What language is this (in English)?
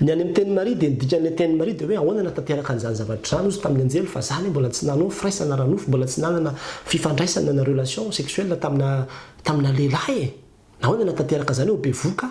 Malagasy